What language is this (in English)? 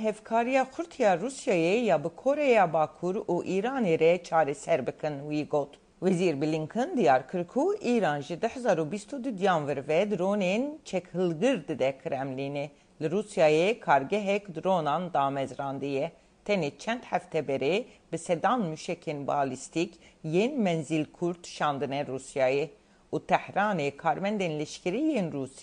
Kurdish